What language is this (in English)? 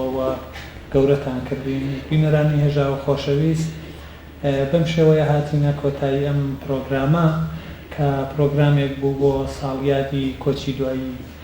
Central Kurdish